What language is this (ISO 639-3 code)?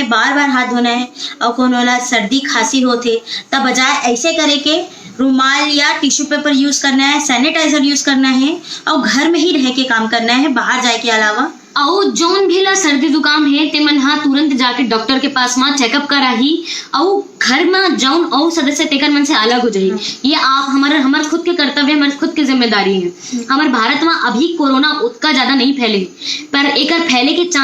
hne